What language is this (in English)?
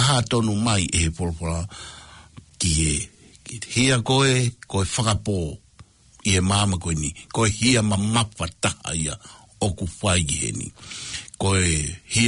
Tongan